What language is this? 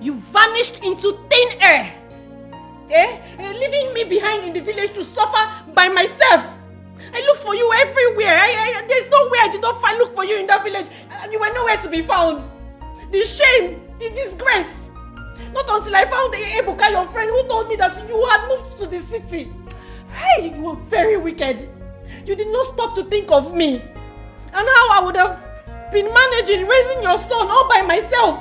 Nigerian Pidgin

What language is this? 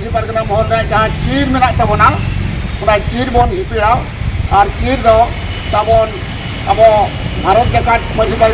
Santali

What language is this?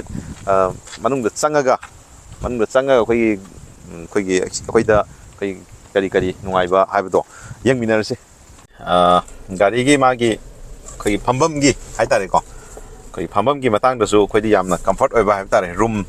Manipuri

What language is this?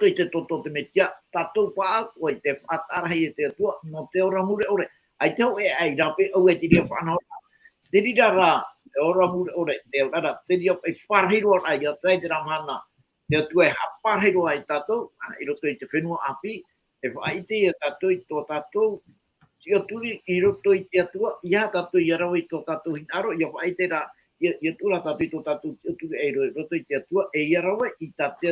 Tahitian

